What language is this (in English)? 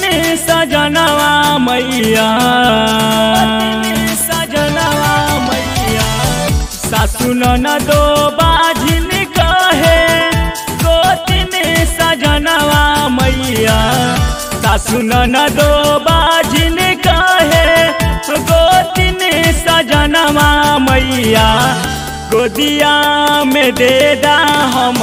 Bhojpuri